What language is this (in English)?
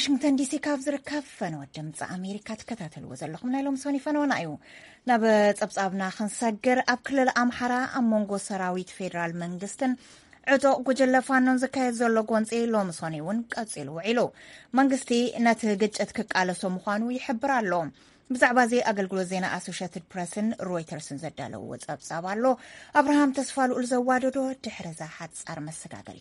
Tigrinya